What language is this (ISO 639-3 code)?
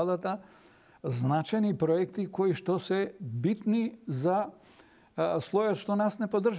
mkd